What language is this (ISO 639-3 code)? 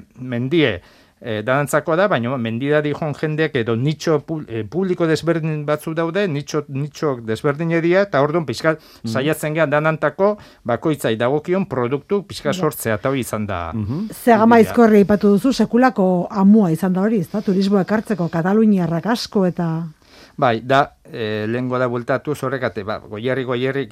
eus